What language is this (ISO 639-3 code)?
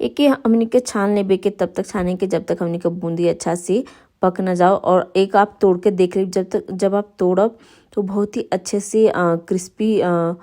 bho